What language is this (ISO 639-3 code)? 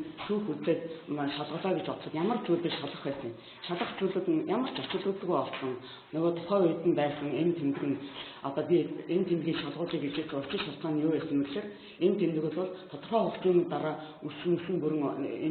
mon